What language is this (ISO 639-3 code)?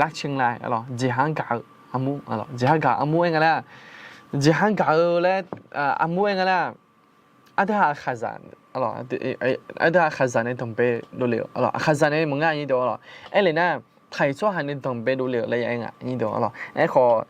ahk